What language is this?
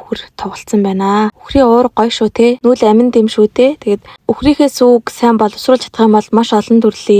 Mongolian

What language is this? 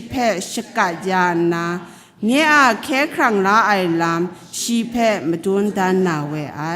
Kachin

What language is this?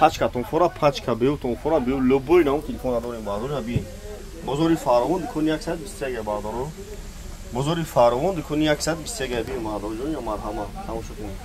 Tajik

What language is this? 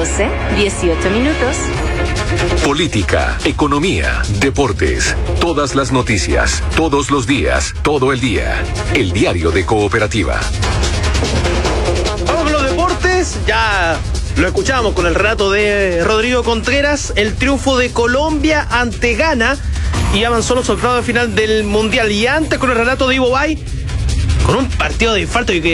Spanish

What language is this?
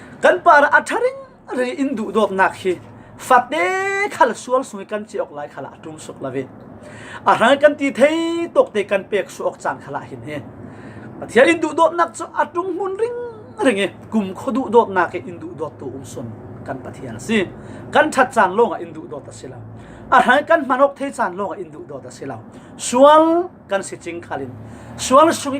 Falam Chin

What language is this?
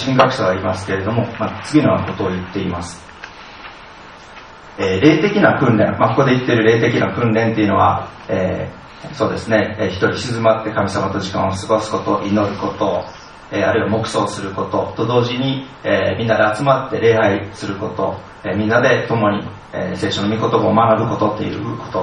Japanese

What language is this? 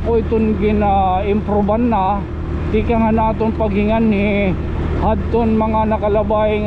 Waray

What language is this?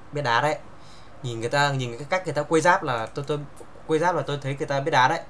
Vietnamese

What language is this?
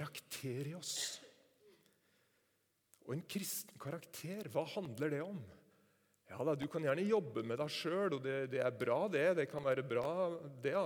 Norwegian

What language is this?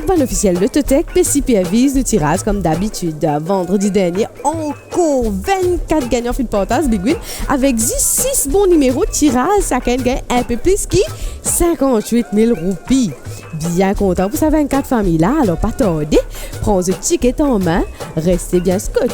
Morisyen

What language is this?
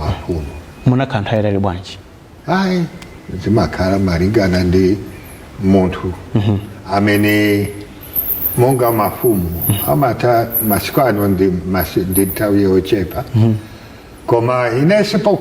Nyanja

